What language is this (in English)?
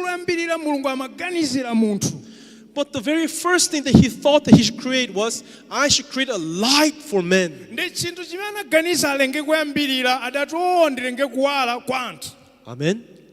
Nyanja